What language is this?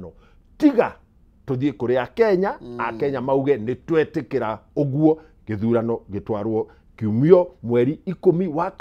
Kikuyu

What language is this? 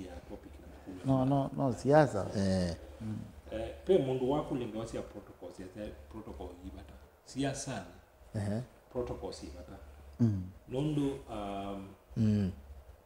Kamba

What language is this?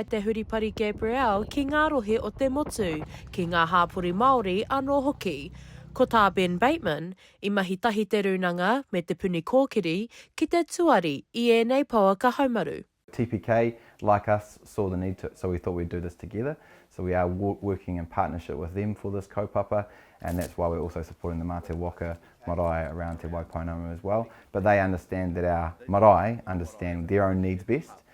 Māori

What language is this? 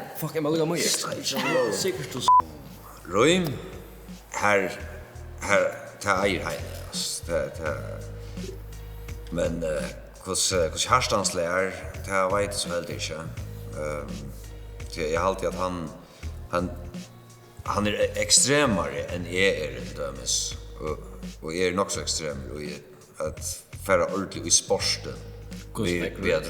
Faroese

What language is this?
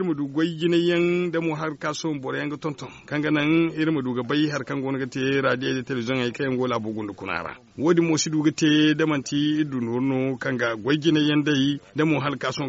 Zarma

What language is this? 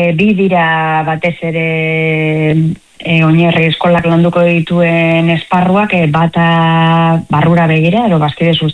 Basque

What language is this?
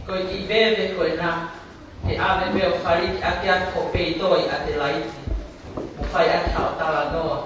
Tongan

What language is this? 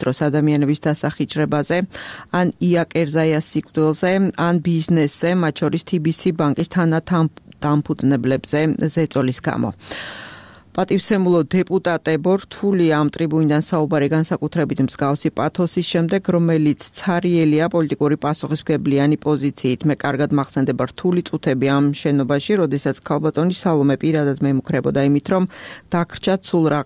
Georgian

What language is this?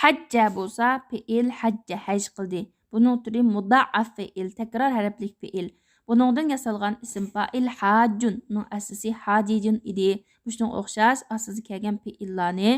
Uyghur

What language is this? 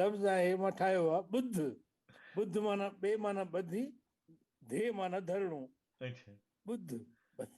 Sindhi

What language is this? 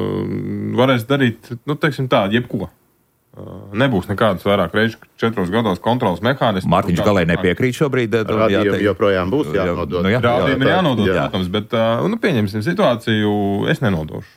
Latvian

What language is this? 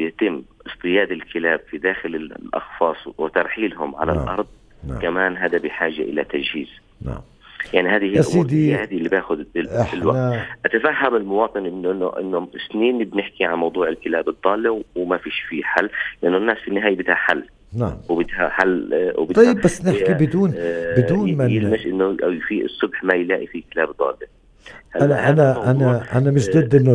North Levantine Arabic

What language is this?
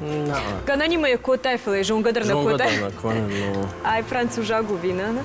Ossetic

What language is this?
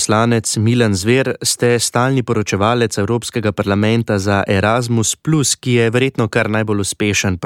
Slovenian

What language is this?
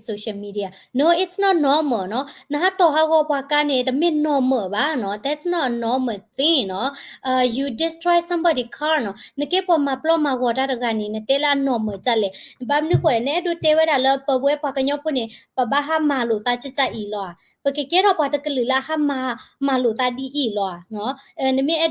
S'gaw Karen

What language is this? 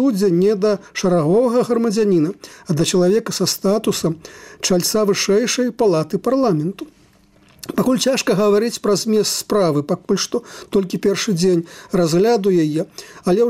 Belarusian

